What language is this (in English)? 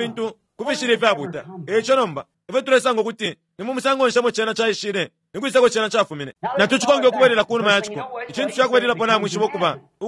Bemba